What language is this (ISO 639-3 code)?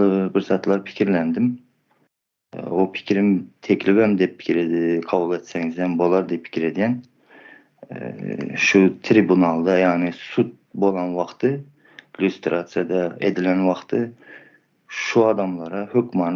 tuk